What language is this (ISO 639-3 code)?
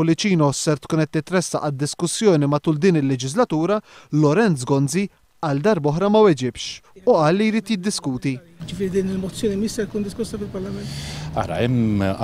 mlt